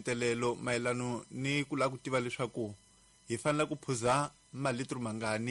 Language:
Tsonga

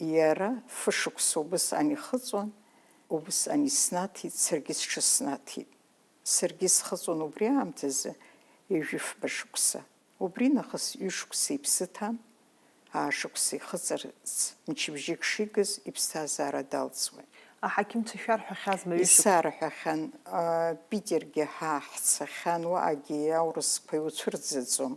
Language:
Abkhazian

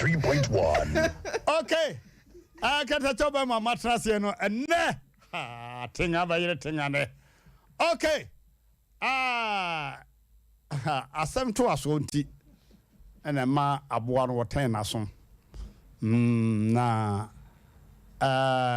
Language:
Akan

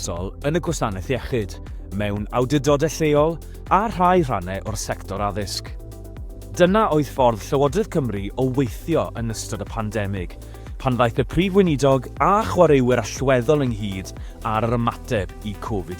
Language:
Welsh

